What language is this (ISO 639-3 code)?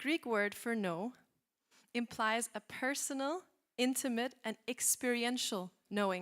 eng